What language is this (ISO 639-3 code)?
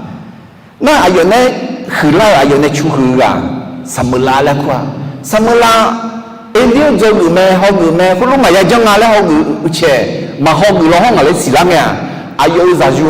ahk